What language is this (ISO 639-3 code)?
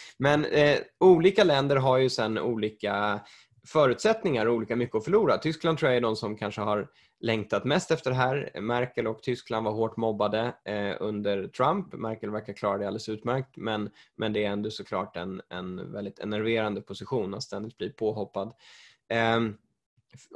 swe